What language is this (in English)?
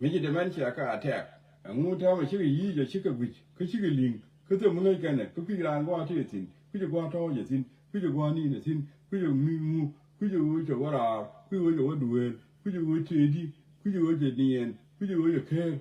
Nuer